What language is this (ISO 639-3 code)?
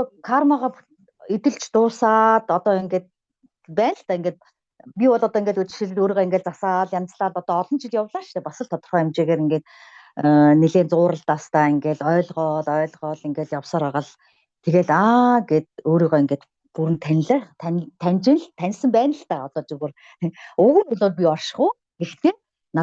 mon